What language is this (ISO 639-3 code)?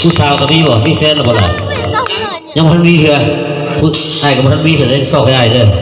lao